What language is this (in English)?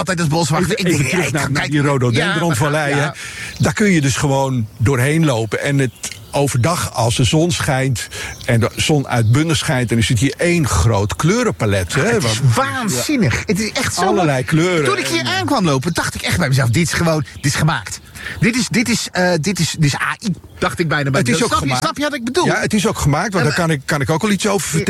Dutch